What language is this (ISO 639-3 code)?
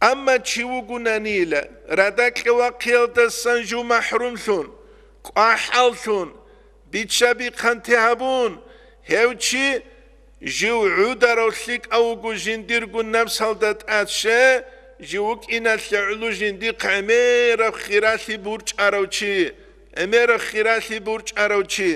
ava